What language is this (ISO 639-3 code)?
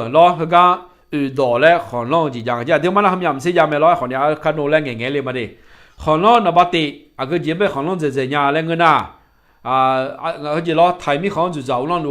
ahk